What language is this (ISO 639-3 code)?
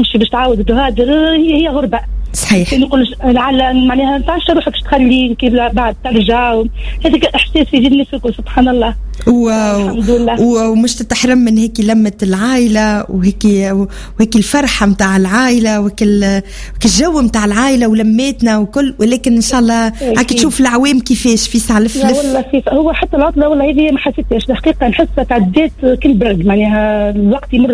aeb